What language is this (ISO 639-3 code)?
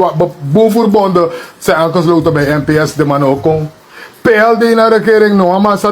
srn